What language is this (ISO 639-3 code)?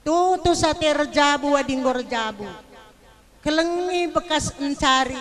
btx